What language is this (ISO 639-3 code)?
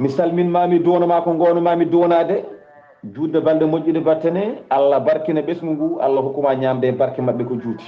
ful